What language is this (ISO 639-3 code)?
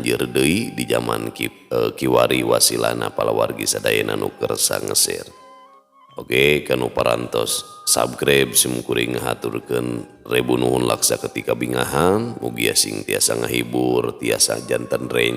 sun